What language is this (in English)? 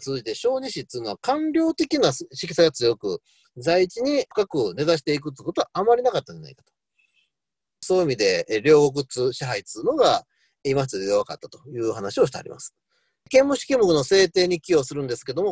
Japanese